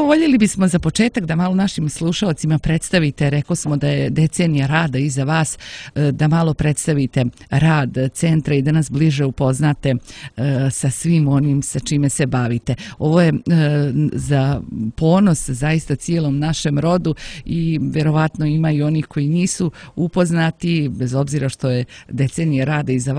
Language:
Serbian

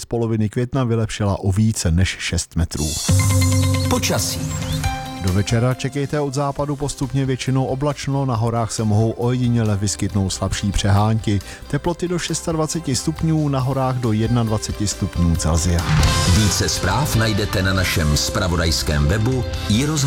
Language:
Czech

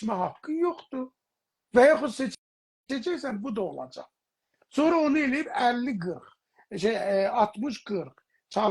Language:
South Azerbaijani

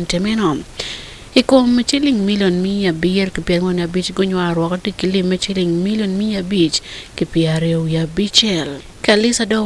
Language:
Acoli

